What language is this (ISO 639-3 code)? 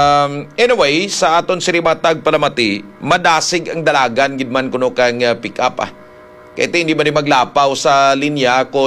hil